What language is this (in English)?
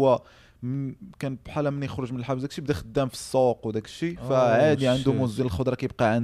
Moroccan Arabic